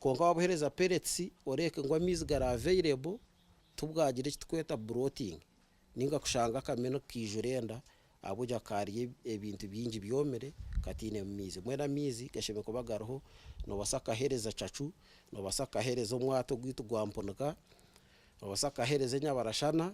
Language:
Nyankole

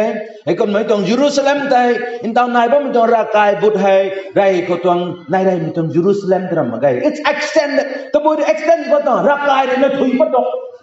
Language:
Rongmei Naga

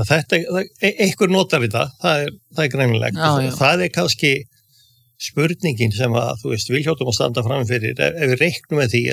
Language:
Icelandic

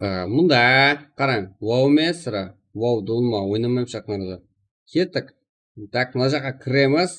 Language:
Kara-Kalpak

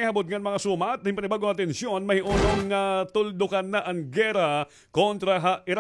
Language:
Waray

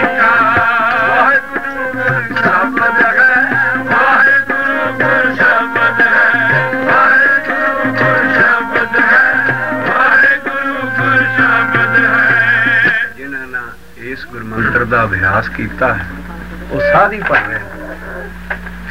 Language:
Punjabi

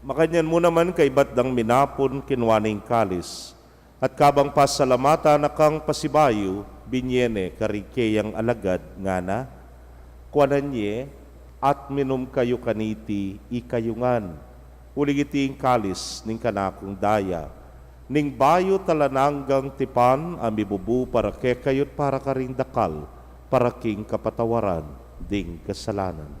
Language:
Pampanga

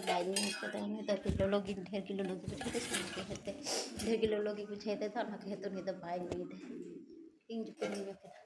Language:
Santali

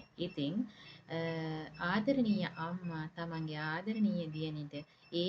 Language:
Sinhala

